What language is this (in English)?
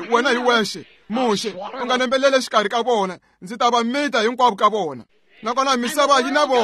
Tsonga